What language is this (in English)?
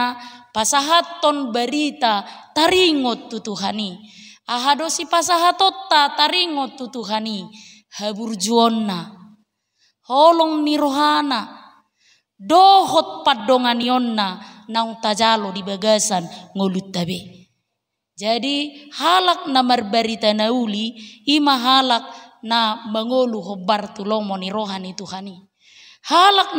Batak Toba